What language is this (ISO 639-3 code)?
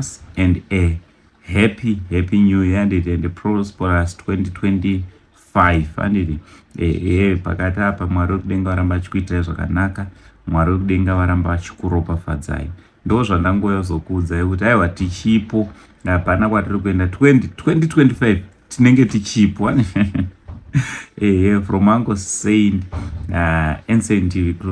sna